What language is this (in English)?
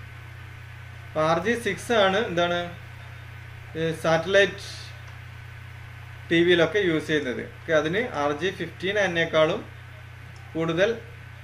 Malayalam